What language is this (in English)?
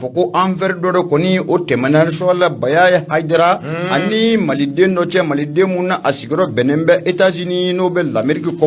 Bambara